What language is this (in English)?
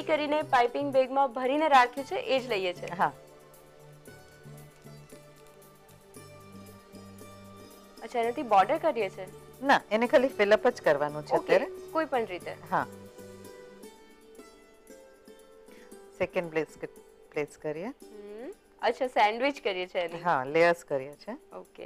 Gujarati